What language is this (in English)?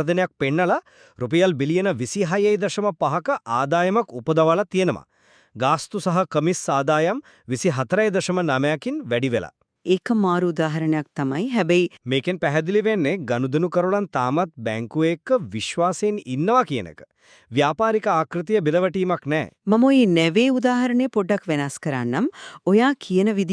Sinhala